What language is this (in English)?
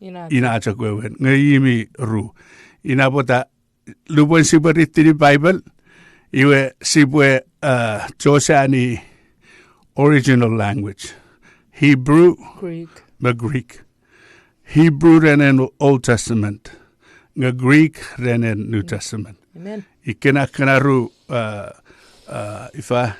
Chuukese